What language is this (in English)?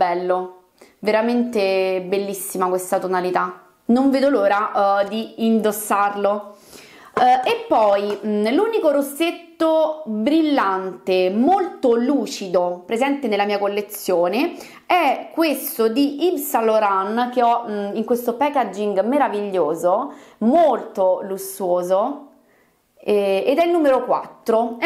Italian